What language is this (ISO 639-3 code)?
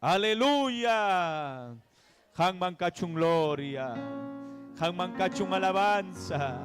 quy